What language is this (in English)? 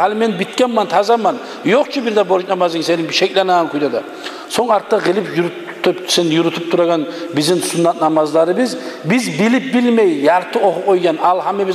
Kumyk